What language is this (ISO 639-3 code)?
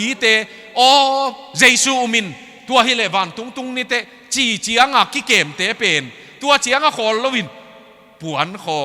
ctd